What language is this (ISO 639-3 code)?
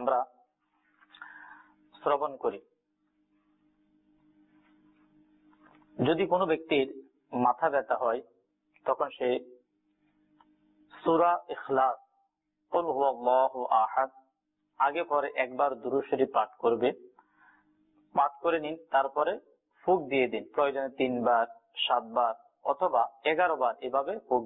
ben